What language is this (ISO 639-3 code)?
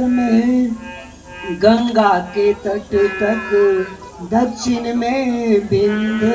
mag